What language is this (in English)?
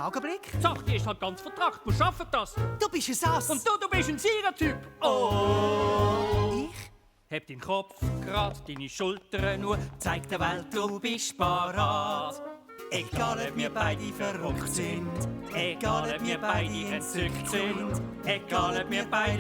Swiss German